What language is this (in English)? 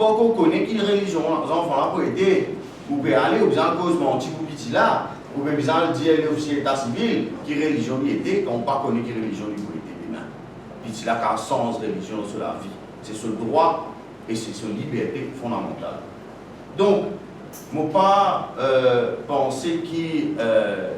Morisyen